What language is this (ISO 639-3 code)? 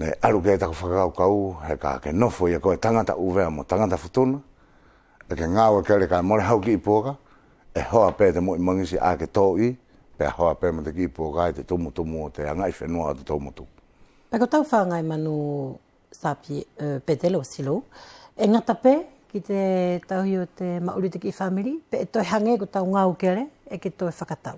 wls